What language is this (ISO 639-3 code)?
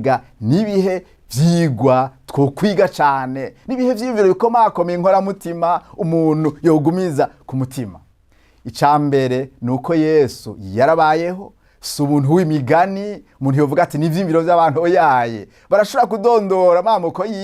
run